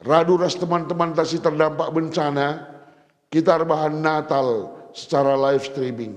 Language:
Batak Karo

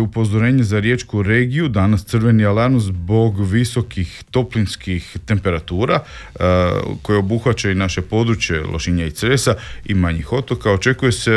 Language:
Croatian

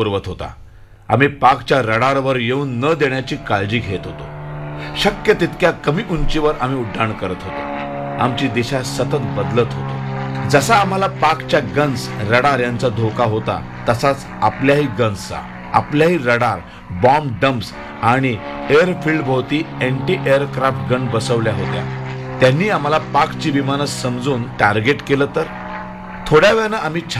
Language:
Marathi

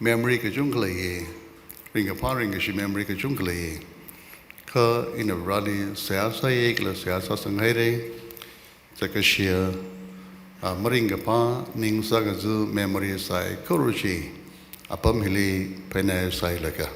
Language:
Tangkhul Naga (India)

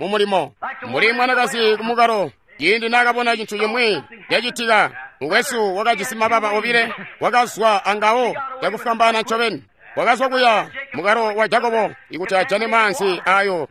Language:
Tonga (Zambia)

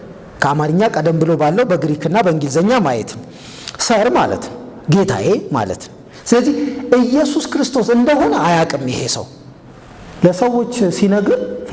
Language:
Amharic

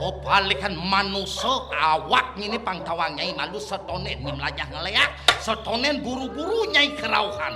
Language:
Balinese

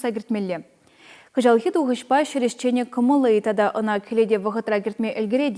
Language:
Chuvash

